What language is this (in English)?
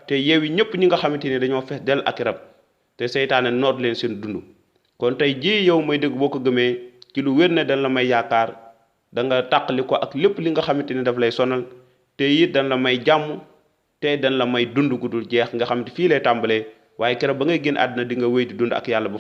Wolof